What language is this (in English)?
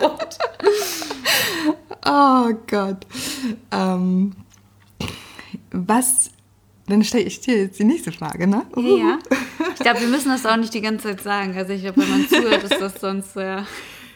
German